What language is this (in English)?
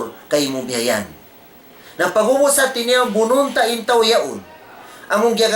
Tausug